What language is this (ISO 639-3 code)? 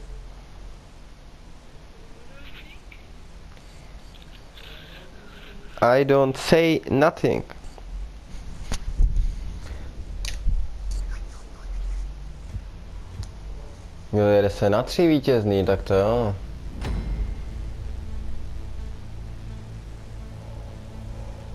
ces